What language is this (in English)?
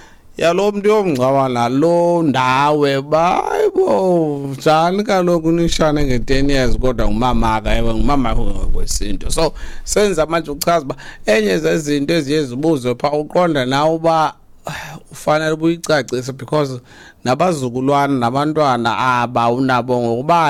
Xhosa